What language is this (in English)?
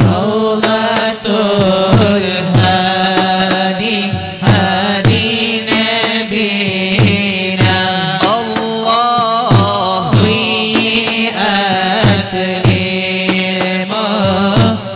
Malayalam